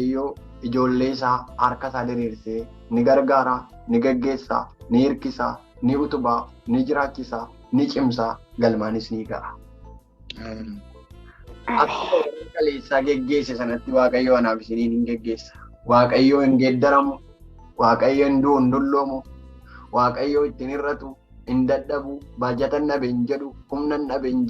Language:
Oromo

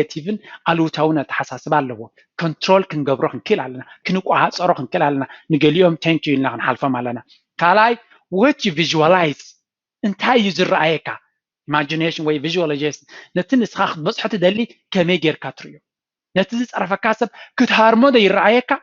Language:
Tigrinya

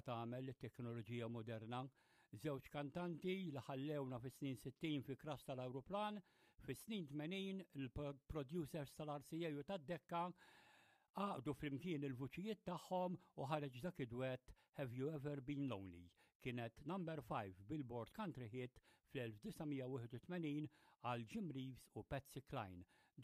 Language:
Maltese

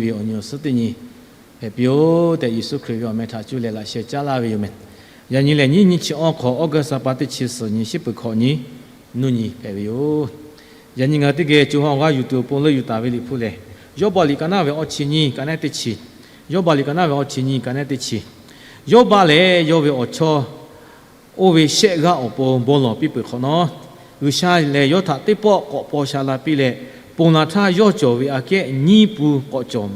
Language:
Lahu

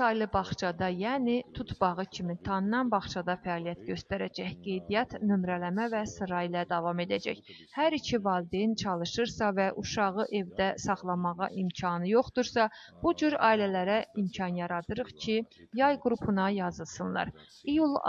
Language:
Azerbaijani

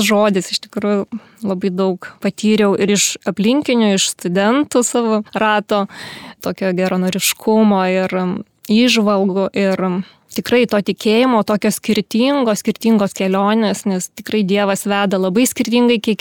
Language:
Lithuanian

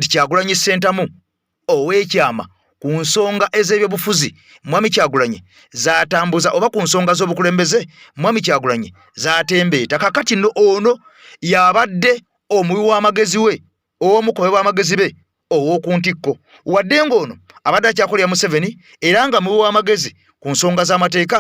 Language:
Ganda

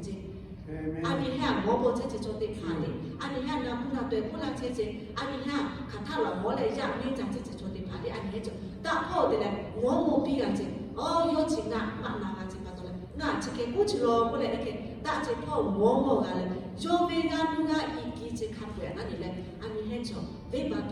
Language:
Lahu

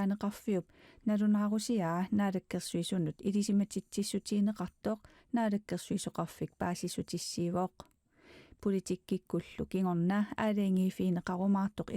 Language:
Kalaallisut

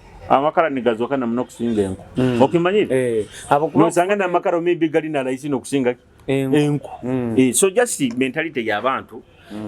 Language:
Nyoro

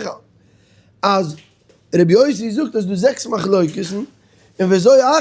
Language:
Yiddish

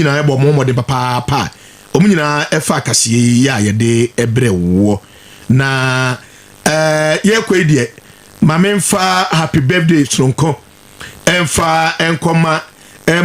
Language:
Akan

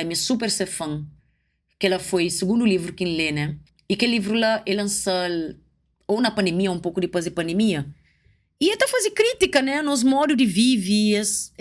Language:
Kabuverdianu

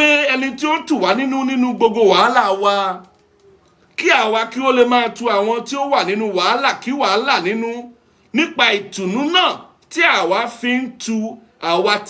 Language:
Yoruba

